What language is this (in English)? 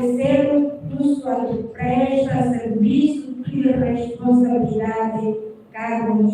Tetum